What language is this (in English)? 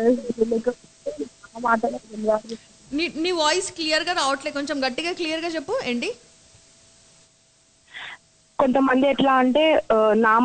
Telugu